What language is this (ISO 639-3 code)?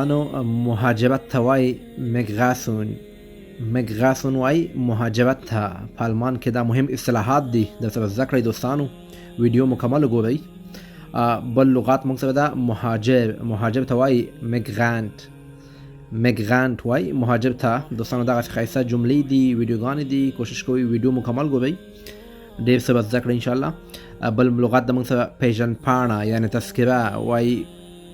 pus